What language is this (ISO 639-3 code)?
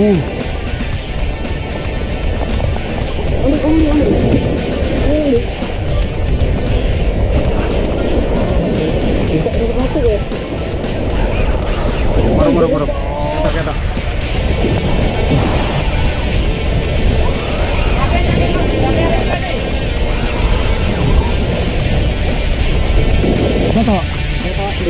ind